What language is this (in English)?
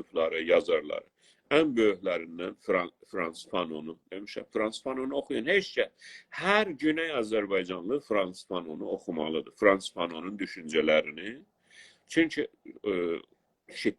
South Azerbaijani